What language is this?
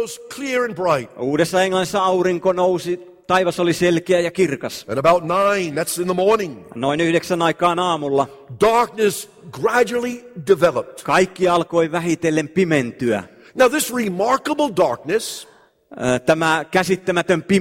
Finnish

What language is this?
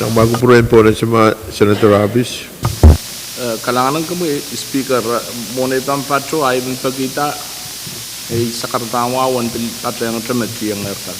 Pohnpeian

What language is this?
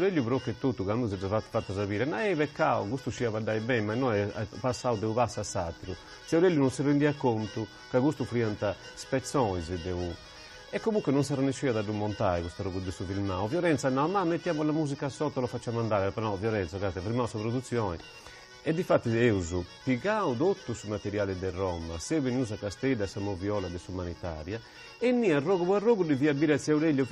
Sardinian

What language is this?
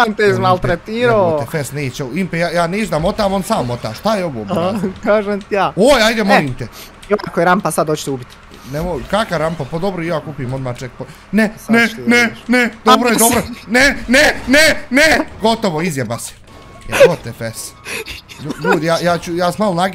Bosnian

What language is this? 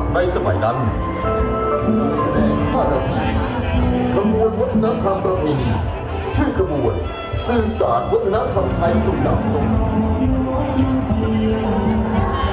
Thai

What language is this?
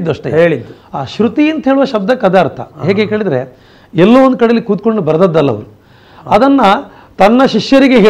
Kannada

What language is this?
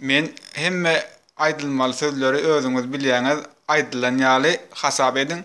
Turkmen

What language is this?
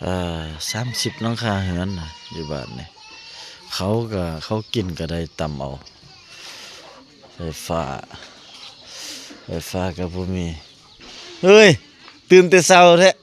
Lao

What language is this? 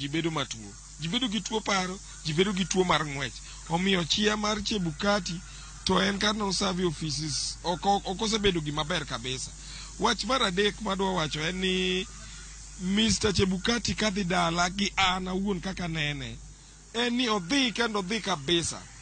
Luo (Kenya and Tanzania)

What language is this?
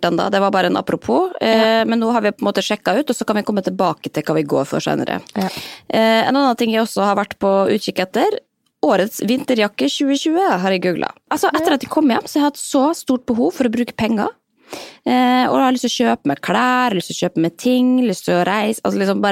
Norwegian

